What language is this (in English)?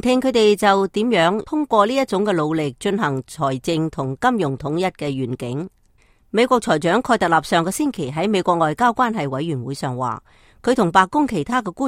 Cantonese